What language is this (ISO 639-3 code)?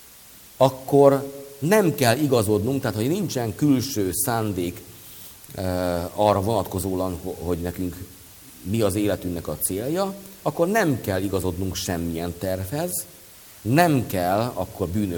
hun